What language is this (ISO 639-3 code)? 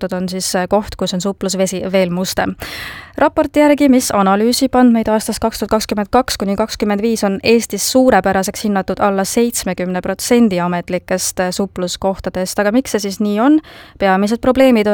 est